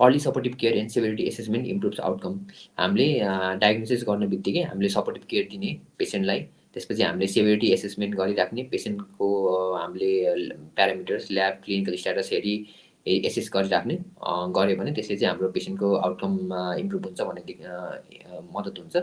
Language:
Nepali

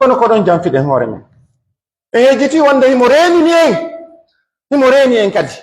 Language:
Pular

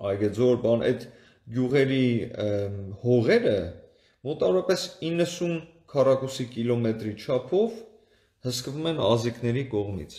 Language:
Armenian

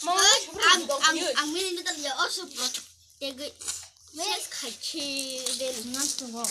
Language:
Kok Borok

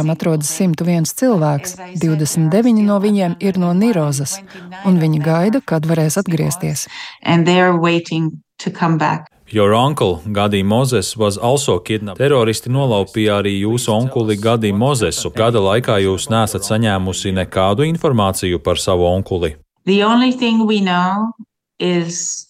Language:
Latvian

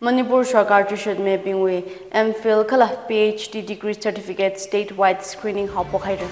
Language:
Tangkhul Naga (India)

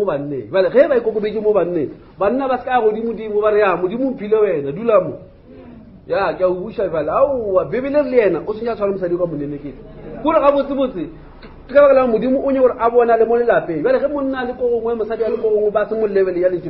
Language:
Northern Sotho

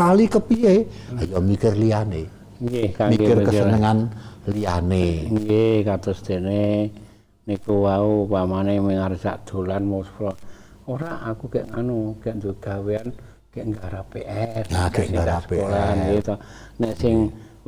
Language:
Javanese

